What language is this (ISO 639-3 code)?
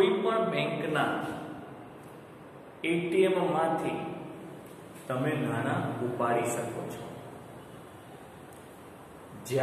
guj